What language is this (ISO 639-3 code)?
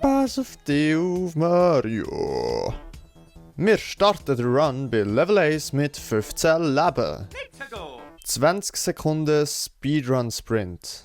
gsw